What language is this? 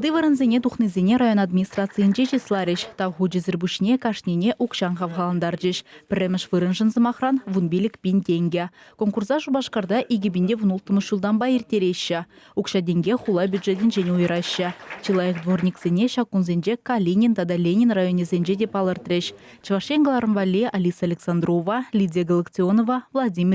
Chuvash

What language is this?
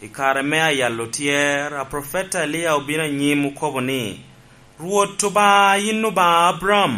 Lango (Uganda)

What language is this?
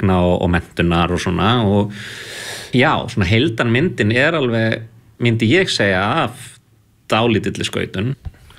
Icelandic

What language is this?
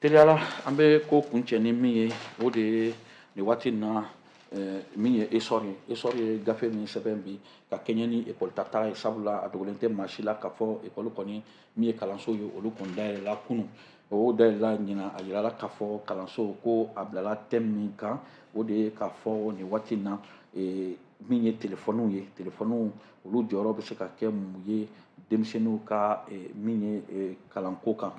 Bambara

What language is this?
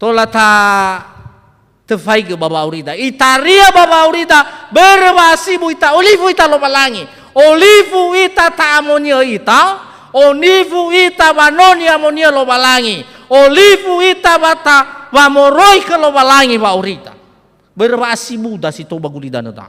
Nias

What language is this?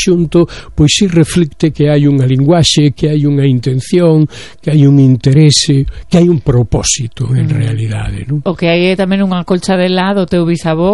Galician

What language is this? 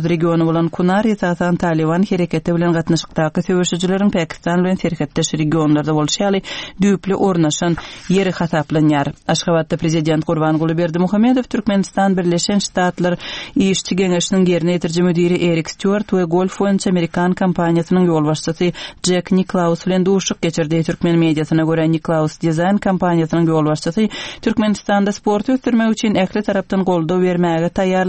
Turkmen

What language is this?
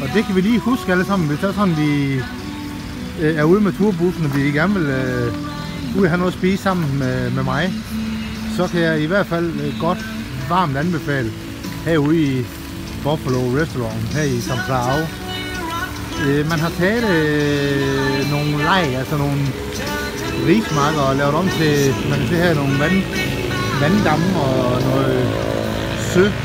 Danish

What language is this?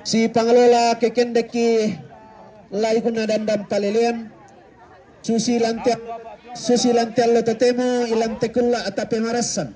Toraja-Sa'dan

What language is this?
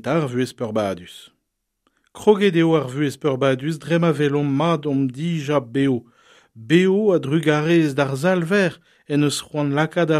Breton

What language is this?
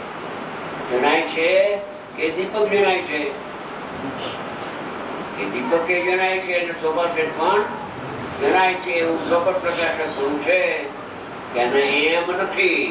Gujarati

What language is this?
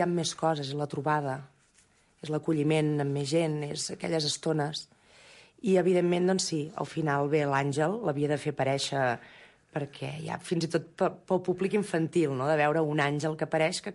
Catalan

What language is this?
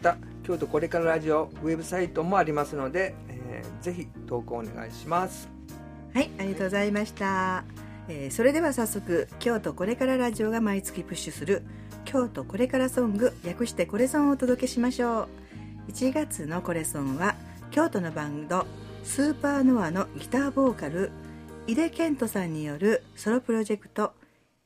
Japanese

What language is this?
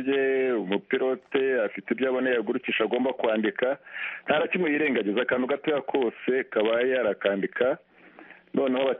Kinyarwanda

